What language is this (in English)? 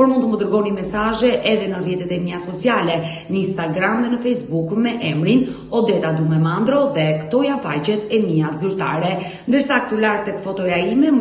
Albanian